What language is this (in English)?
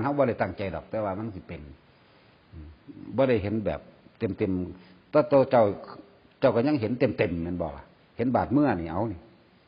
Northeastern Thai